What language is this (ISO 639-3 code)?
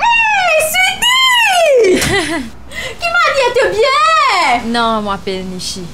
mfe